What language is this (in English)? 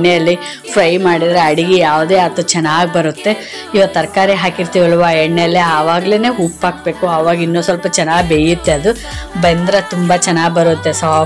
Kannada